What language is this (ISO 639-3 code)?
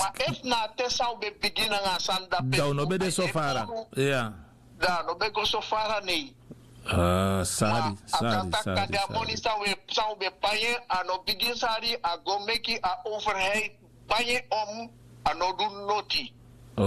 srn